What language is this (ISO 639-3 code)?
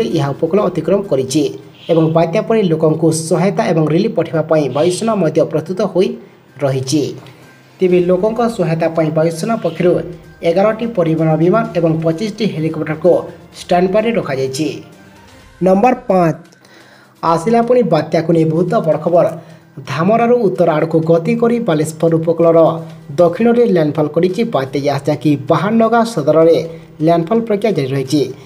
ori